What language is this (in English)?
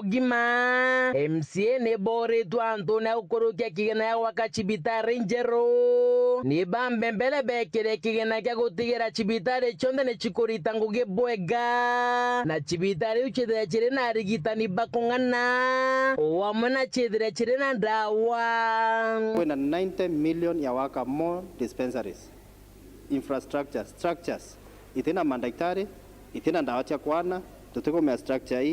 Meru